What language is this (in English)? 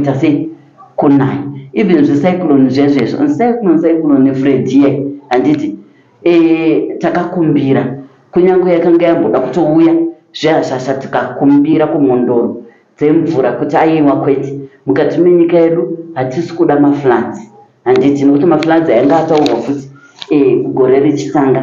Shona